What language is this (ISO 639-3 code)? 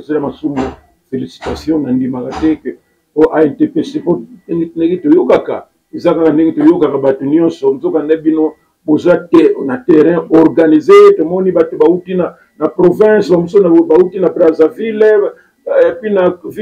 lin